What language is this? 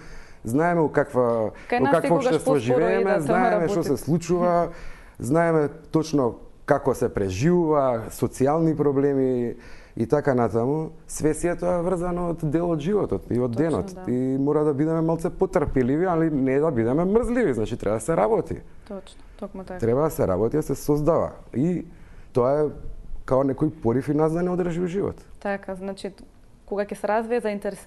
Macedonian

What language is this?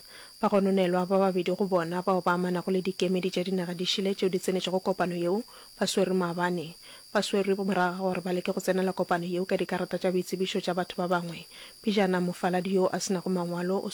Northern Sotho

